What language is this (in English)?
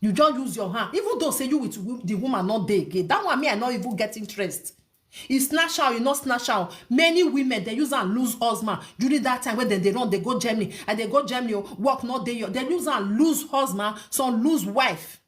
Nigerian Pidgin